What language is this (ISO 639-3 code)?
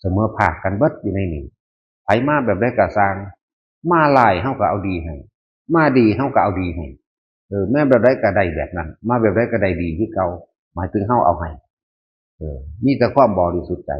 tts